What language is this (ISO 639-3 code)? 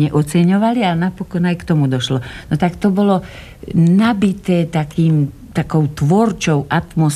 slk